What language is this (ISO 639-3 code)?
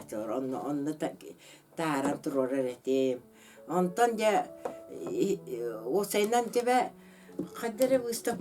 sah